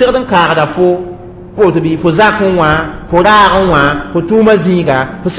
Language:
Mossi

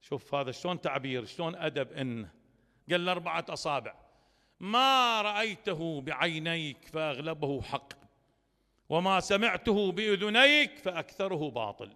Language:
Mesopotamian Arabic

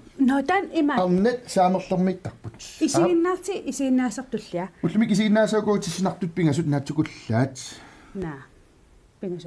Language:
Kalaallisut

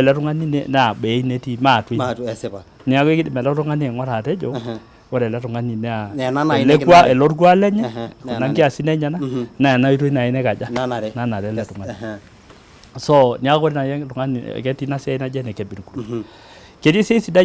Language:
Masai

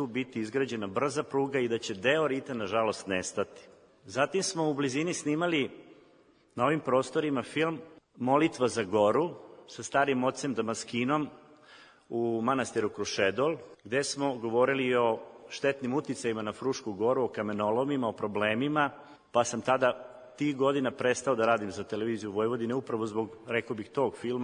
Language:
Serbian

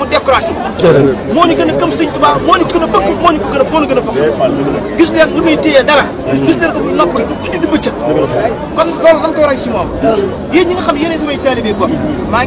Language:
Wolof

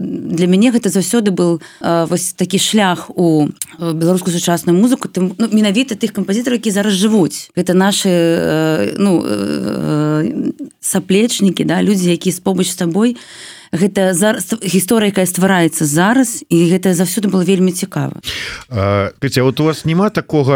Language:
Belarusian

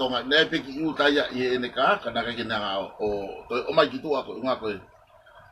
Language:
Tongan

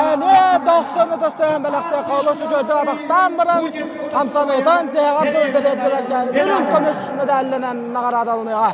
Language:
Yakut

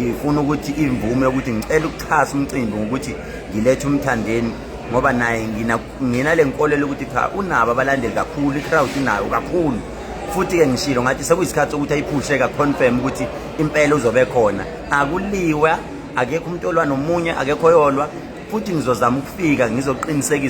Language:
Zulu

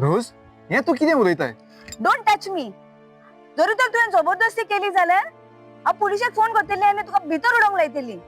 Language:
Konkani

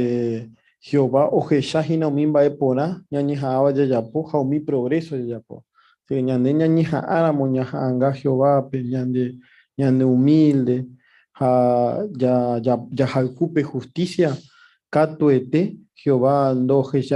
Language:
Guarani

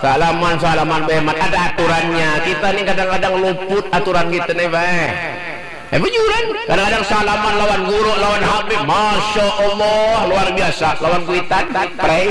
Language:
Banjar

